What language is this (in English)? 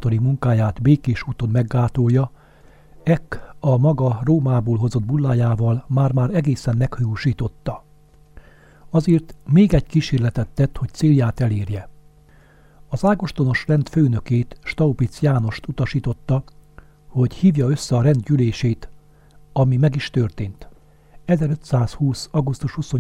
Hungarian